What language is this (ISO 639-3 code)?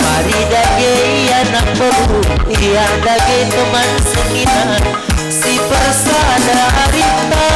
btx